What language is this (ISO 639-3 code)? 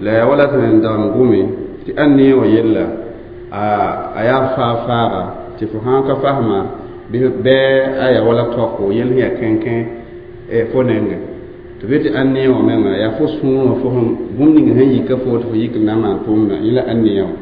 mos